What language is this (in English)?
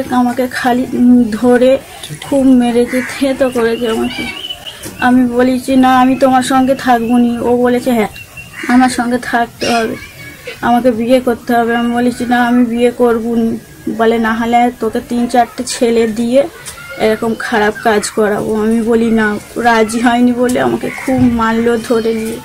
Bangla